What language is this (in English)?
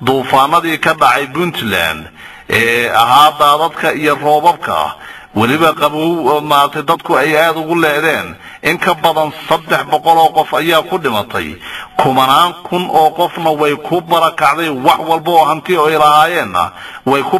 Somali